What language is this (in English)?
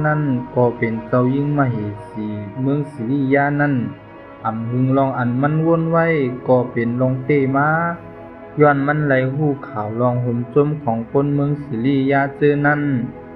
Shan